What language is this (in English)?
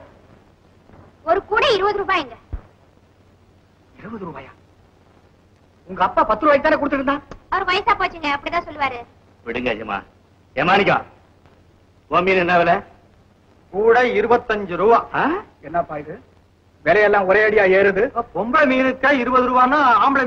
Tamil